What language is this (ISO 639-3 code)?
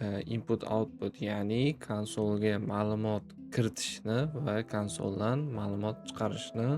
uzb